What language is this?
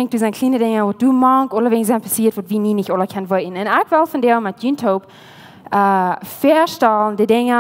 Plautdietsch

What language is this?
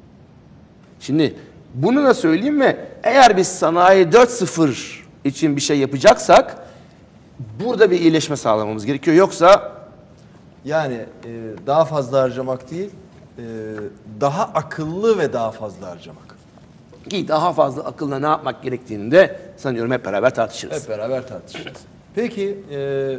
Turkish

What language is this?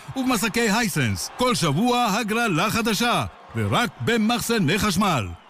Hebrew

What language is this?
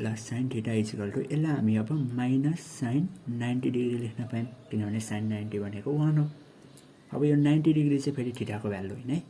Nepali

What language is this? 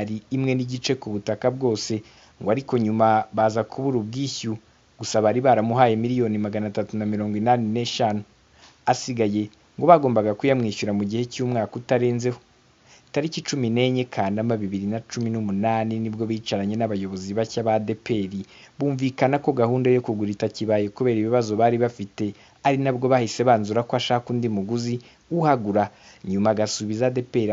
Kinyarwanda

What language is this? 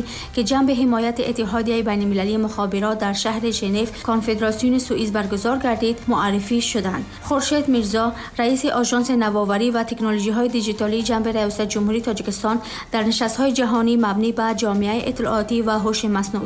Tajik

